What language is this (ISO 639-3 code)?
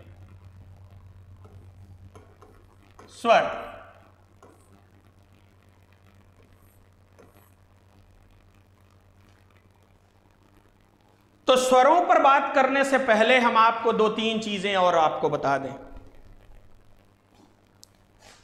hin